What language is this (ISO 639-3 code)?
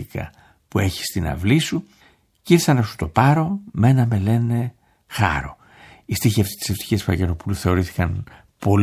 ell